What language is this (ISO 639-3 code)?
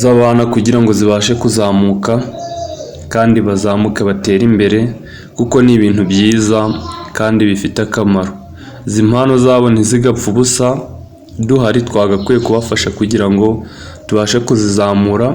kin